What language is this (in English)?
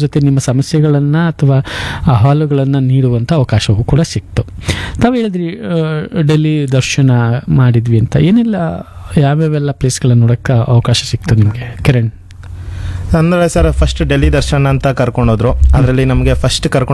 Kannada